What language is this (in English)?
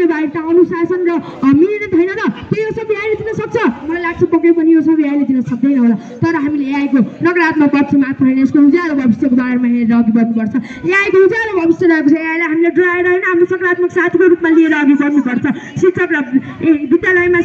Nepali